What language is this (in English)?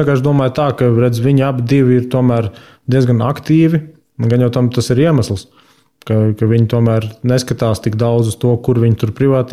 Latvian